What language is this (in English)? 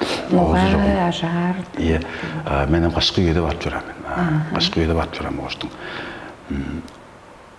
Tuvinian